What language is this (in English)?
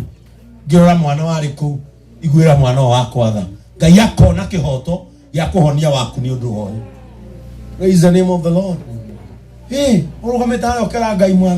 Kikuyu